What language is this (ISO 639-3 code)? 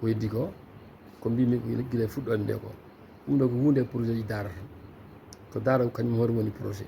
ful